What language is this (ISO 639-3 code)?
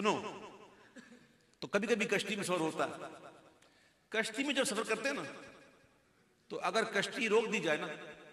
urd